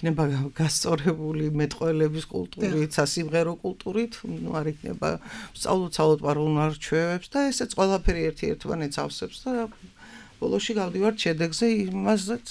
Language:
Georgian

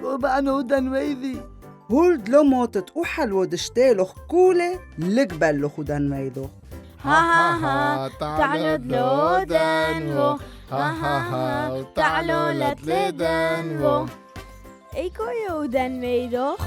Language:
Turoyo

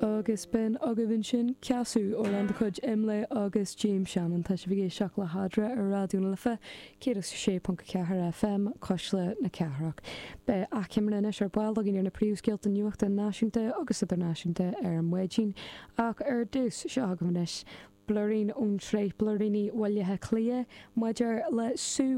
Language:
Irish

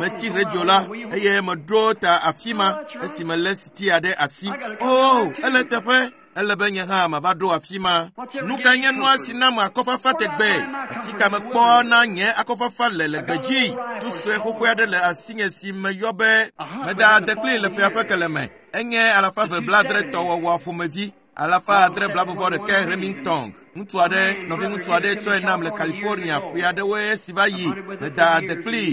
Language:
Ewe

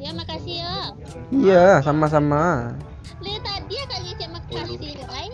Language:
Minangkabau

